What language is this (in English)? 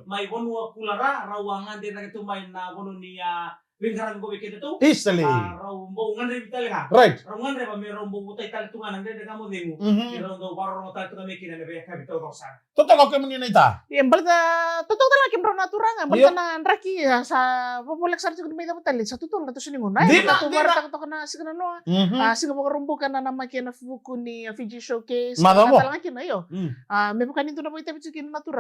Fijian